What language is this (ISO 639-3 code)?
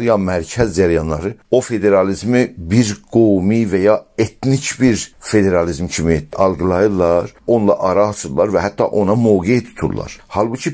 azb